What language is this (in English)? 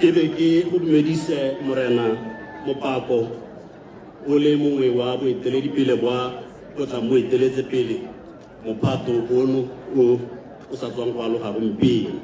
Tswana